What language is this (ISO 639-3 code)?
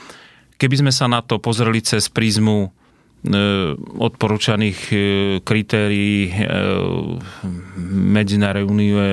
slk